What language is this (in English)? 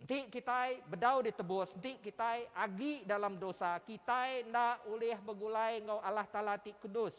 Iban